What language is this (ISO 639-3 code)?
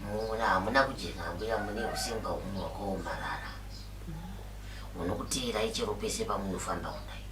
sna